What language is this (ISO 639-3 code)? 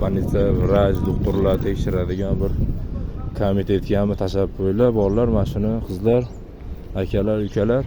uzb